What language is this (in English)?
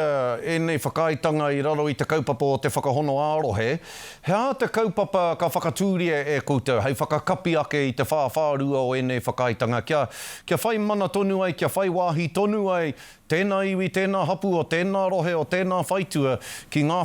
Māori